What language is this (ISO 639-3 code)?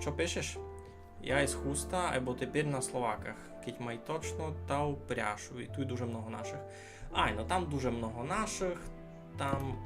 rue